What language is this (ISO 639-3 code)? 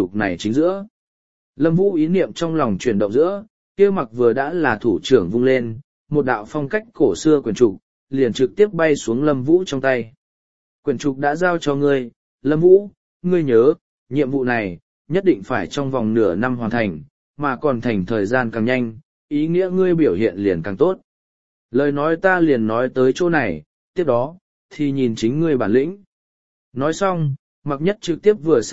vie